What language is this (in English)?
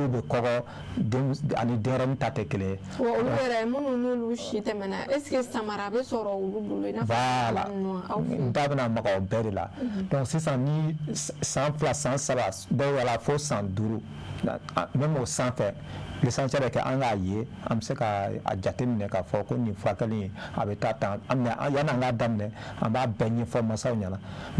Bambara